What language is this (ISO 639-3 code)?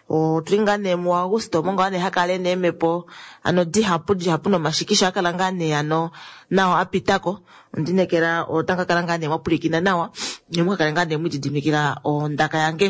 kua